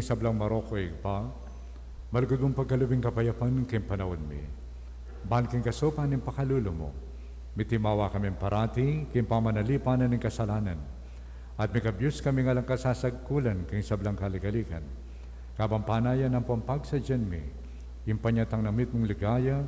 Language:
Pampanga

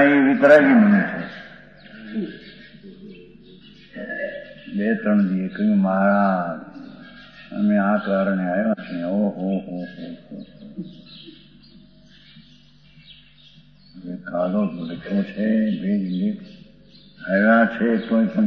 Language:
Gujarati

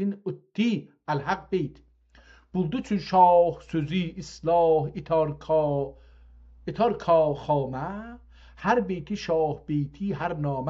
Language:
South Azerbaijani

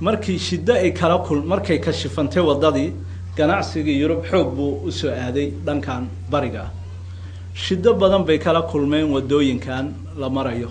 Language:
Somali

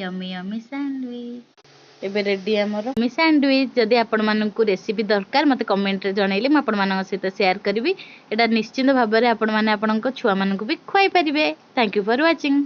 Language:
Odia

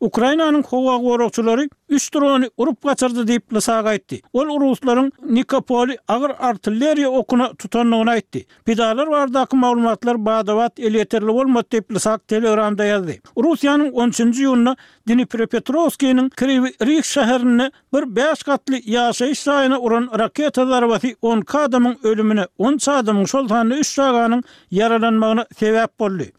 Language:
Turkmen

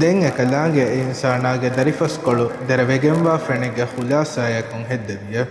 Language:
Divehi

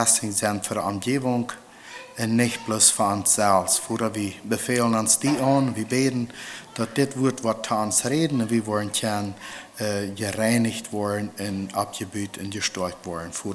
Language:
Plautdietsch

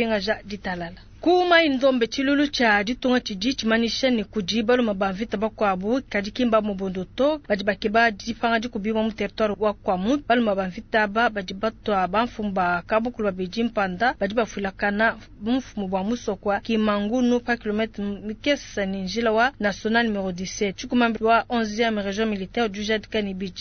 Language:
Luba-Lulua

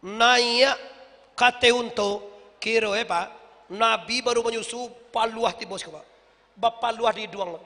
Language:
Minangkabau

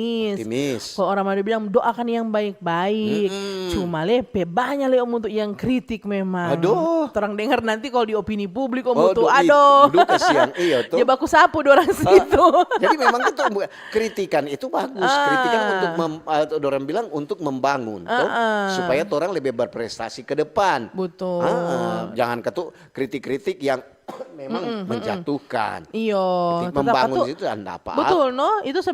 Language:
Manado Malay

